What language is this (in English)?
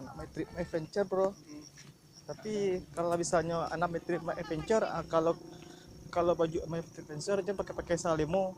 Minangkabau